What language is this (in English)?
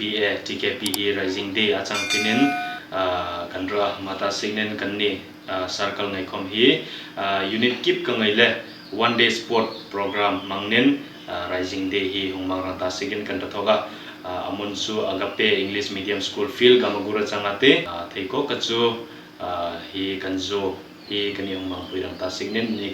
Hmar